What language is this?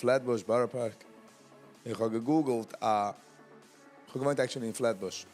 Yiddish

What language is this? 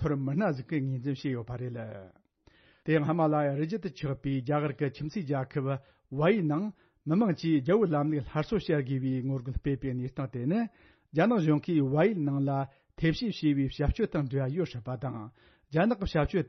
Tibetan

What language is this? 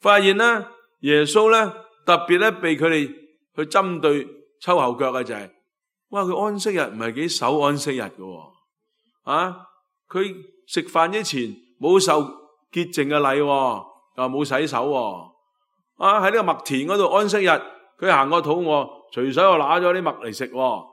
Cantonese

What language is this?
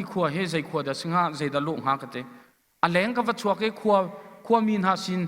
Hakha Chin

